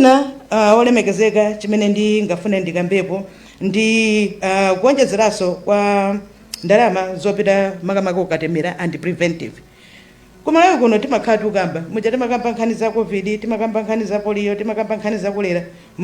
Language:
Nyanja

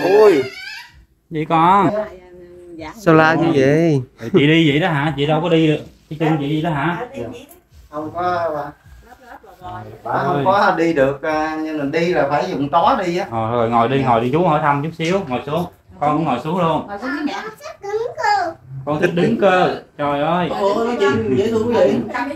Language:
Vietnamese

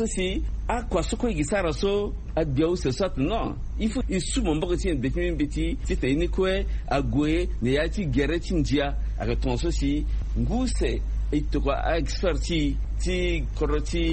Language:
Sango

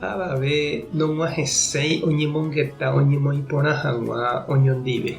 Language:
Guarani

